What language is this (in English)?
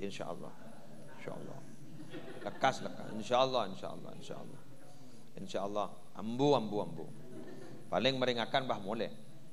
Madurese